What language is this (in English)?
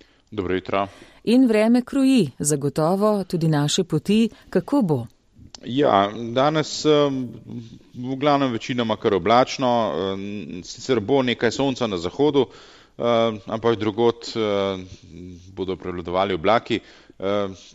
Slovenian